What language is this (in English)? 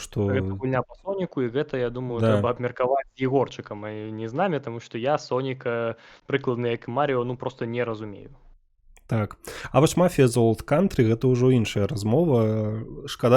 Belarusian